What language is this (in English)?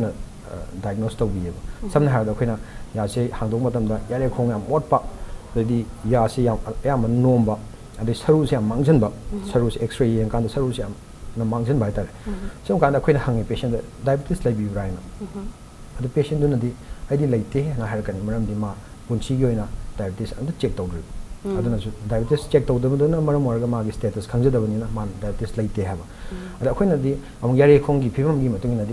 Manipuri